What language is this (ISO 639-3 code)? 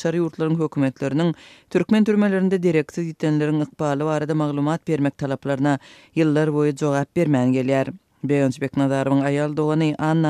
tuk